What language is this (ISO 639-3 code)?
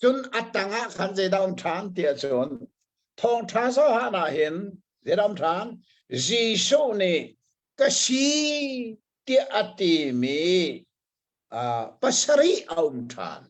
cnh